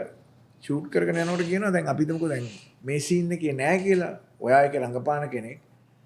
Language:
Sinhala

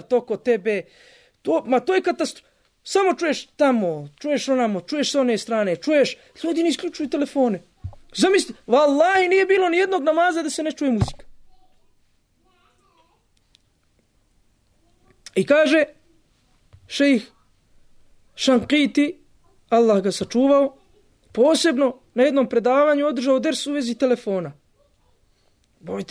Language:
Bosnian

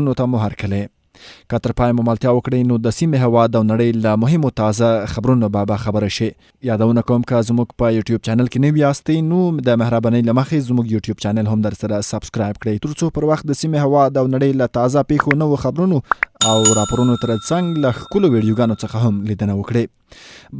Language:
Pashto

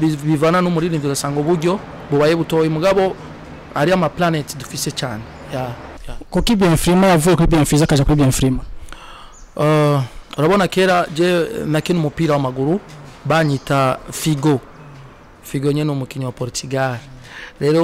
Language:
Rundi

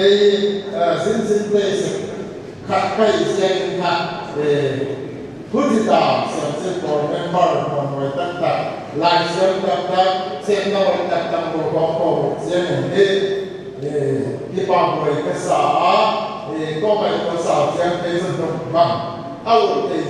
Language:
Paite Chin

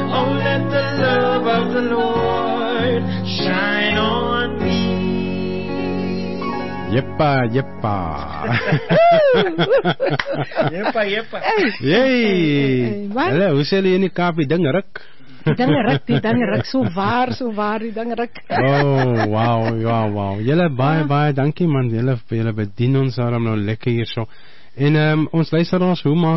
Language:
Afrikaans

